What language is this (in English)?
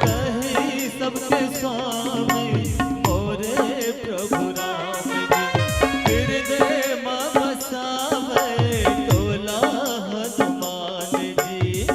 Chhattisgarhi